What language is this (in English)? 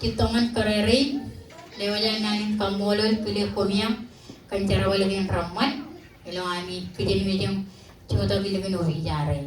Marshallese